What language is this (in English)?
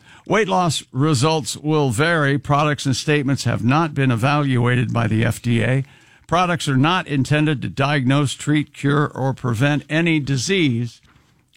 English